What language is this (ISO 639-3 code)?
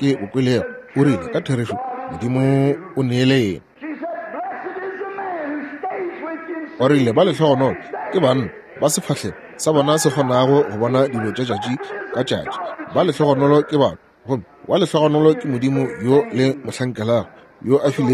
nso